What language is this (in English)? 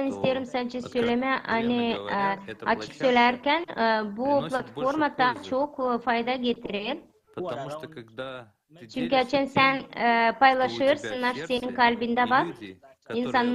Gagauz